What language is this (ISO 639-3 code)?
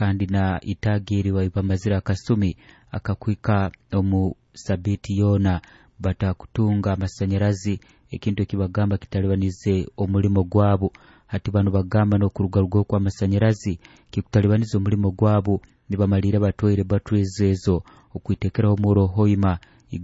nyo